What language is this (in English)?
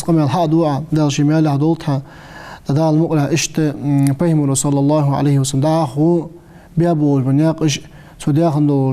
Ingush